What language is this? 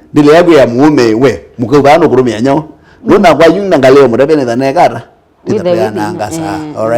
Kamba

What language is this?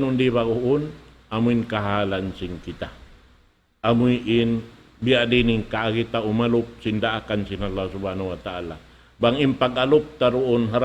Tausug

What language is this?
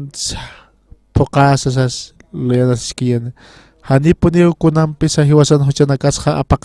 Aymara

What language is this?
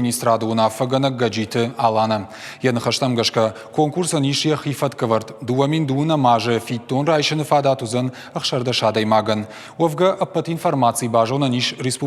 Ossetic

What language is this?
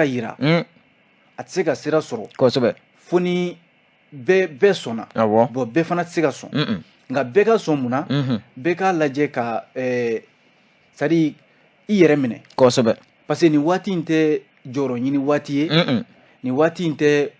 Bambara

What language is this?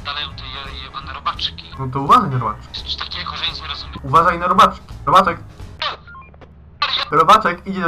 Polish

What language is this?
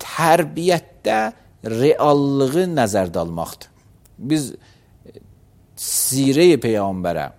Azerbaijani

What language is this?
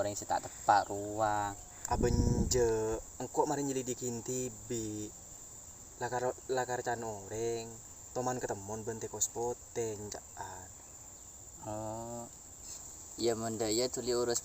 Madurese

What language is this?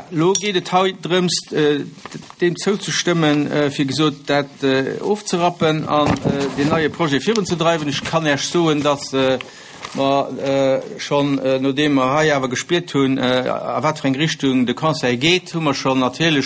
Luxembourgish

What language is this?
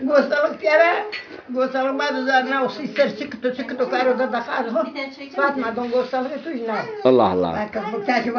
Zaza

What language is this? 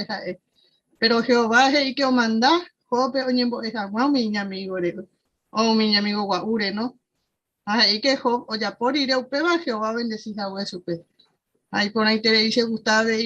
Guarani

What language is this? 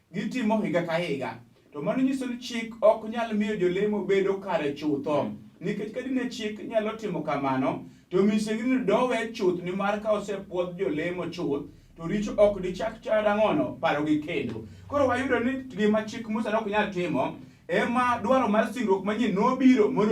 Luo (Kenya and Tanzania)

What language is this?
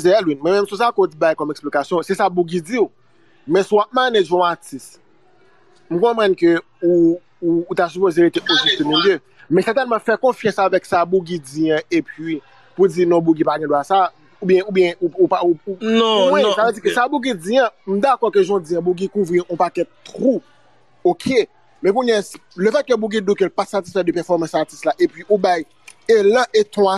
Haitian Creole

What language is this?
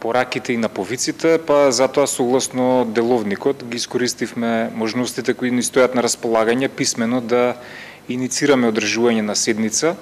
Macedonian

